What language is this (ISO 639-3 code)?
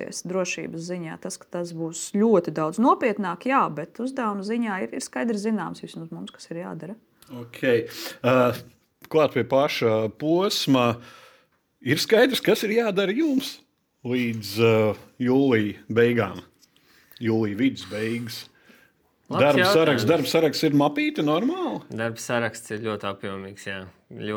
lav